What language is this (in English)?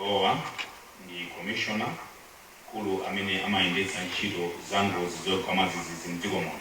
Nyanja